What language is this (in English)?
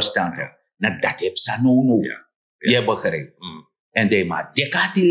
Sranan Tongo